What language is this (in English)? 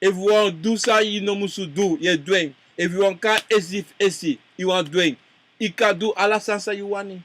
Sranan Tongo